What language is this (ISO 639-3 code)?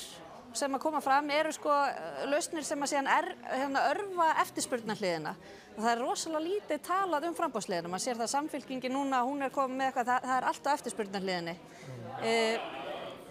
isl